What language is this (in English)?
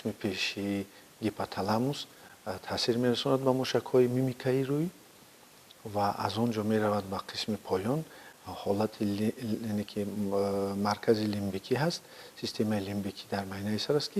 Tajik